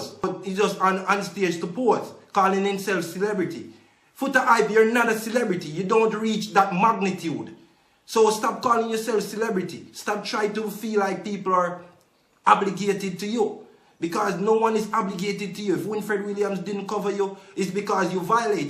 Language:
Jamaican Creole English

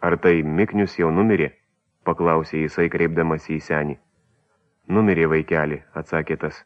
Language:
Lithuanian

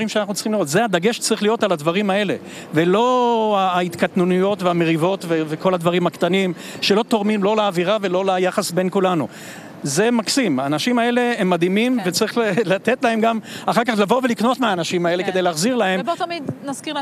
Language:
Hebrew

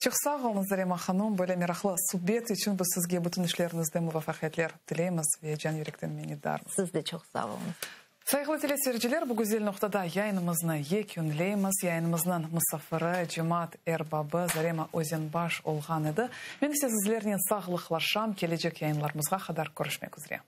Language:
Crimean Tatar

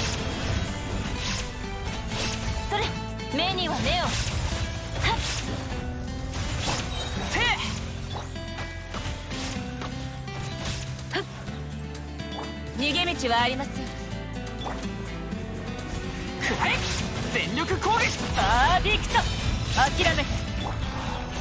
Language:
Japanese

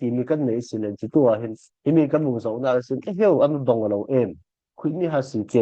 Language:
Falam Chin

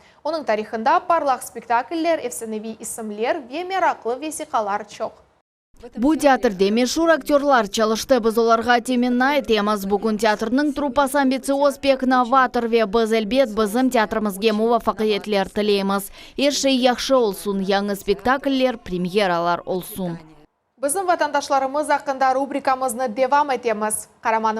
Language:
Crimean Tatar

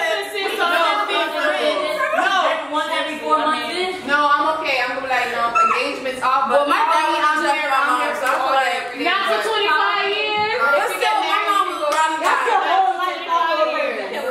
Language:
English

